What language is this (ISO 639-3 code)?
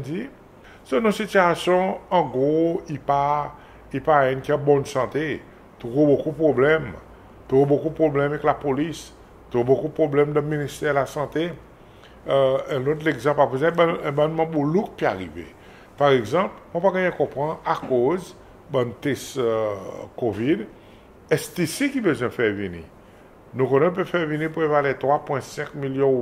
crs